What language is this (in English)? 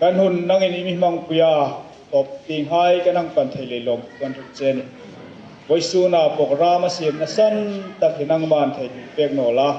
Hmar